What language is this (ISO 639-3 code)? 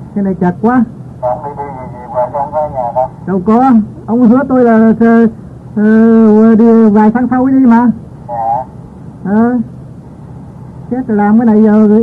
vie